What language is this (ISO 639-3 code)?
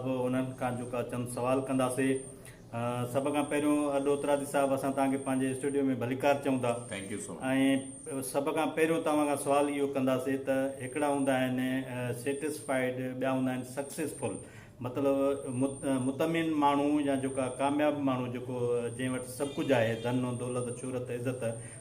snd